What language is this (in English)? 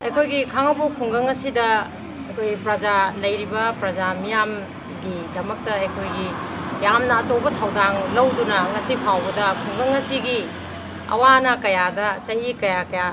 Manipuri